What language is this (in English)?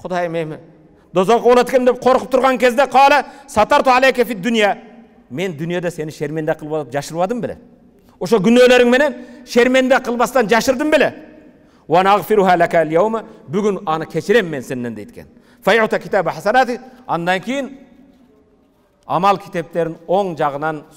Kyrgyz